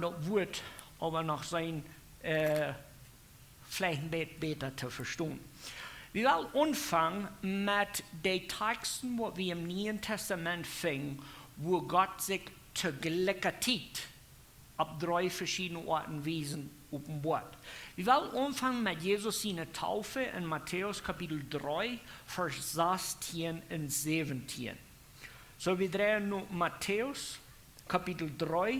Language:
Plautdietsch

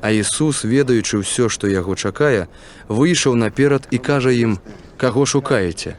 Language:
Belarusian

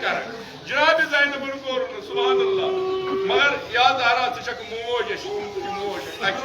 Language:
Kashmiri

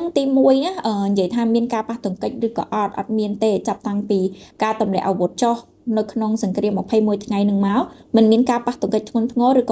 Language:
Khmer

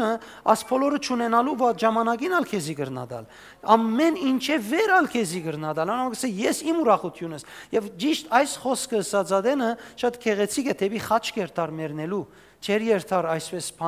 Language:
Western Armenian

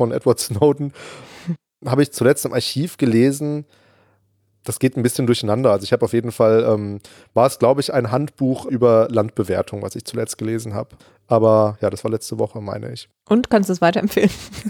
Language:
German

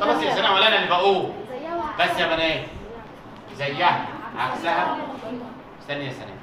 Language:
Egyptian Arabic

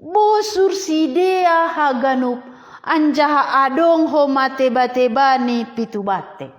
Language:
Batak Simalungun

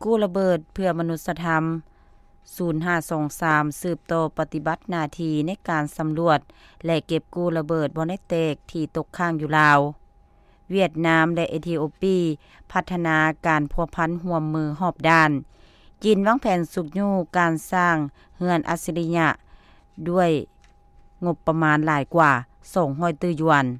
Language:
Lao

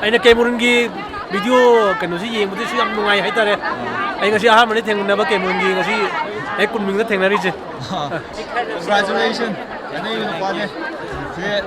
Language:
Manipuri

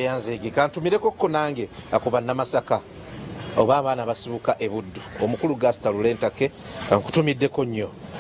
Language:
Ganda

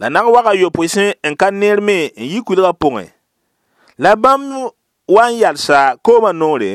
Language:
Mossi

